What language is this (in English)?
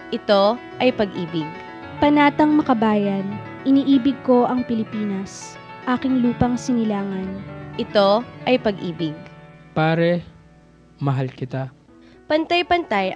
Filipino